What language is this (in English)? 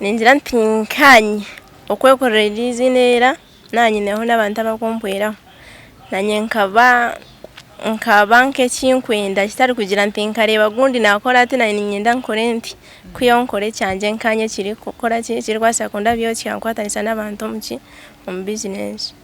Nyankole